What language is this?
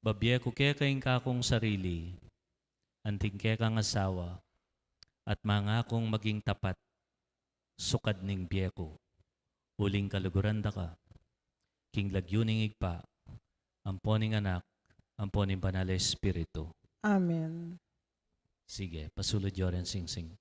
Pampanga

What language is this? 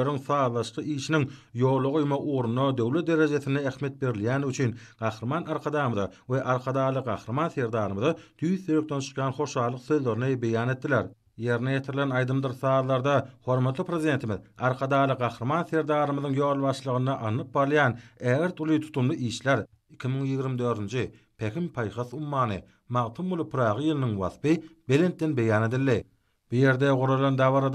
Turkmen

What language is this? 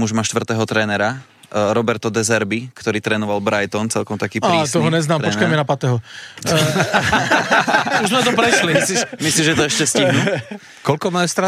Slovak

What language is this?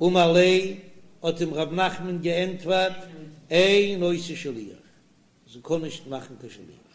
Yiddish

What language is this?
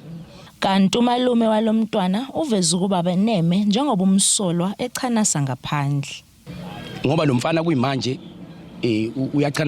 Zulu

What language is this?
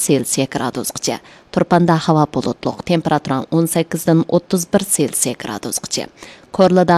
Uyghur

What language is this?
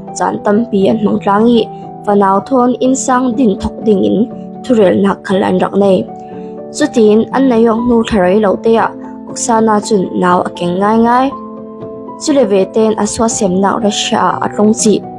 Falam Chin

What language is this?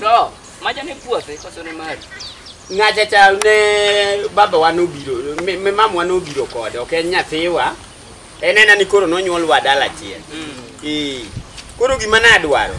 Luo (Kenya and Tanzania)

